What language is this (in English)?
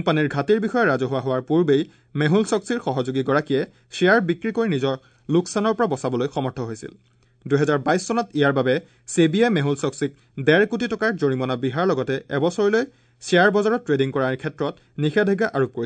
Assamese